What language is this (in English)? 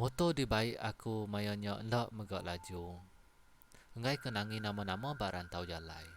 Iban